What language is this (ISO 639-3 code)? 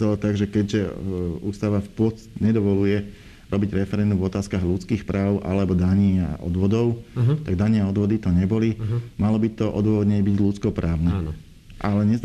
slk